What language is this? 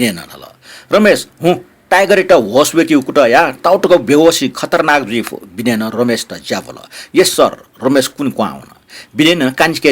Newari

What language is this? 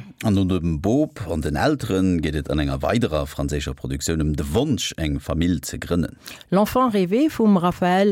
Luxembourgish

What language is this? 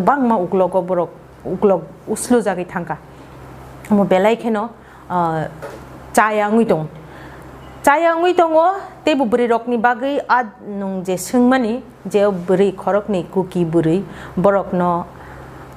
Kok Borok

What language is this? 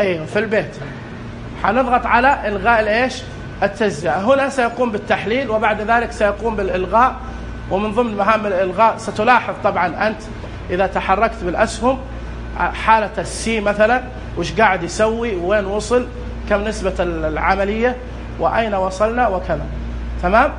Najdi Arabic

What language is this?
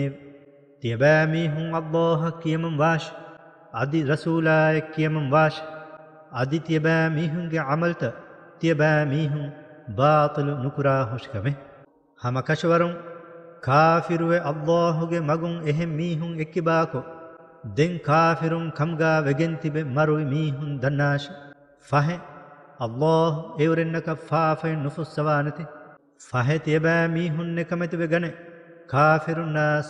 Divehi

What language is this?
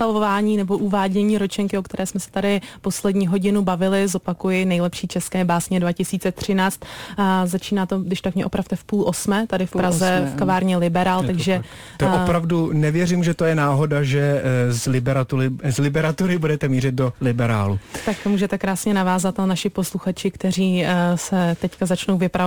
Czech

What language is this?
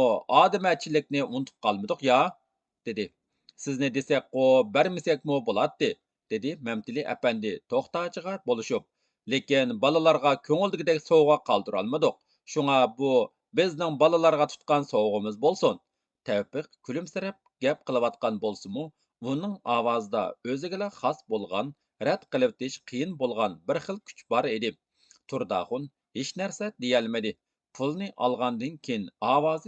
Uyghur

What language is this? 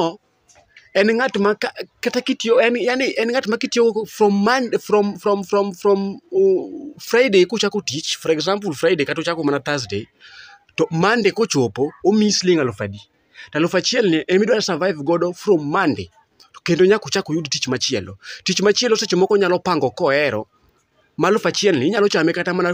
Luo (Kenya and Tanzania)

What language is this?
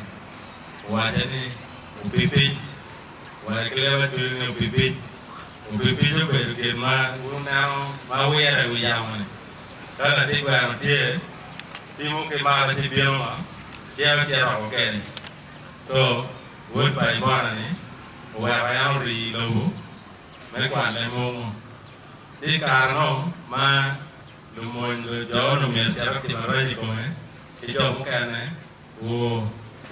Acoli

